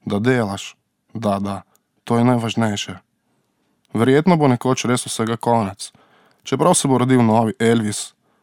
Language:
Slovenian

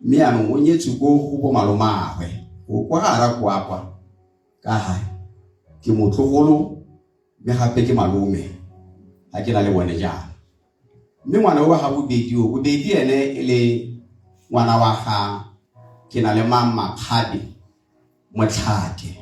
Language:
Tswana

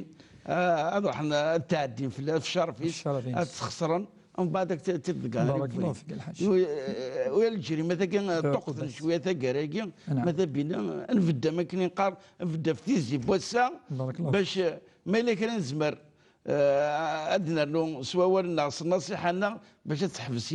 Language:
Kabyle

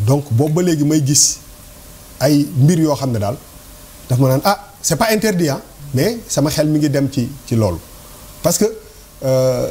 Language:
Wolof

